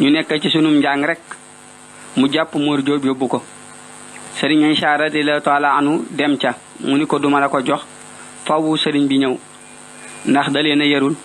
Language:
Wolof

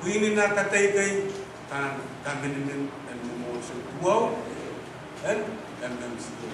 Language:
Pohnpeian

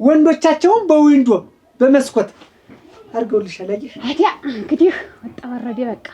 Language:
Amharic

